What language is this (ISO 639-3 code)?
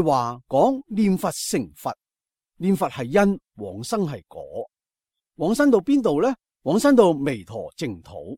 yue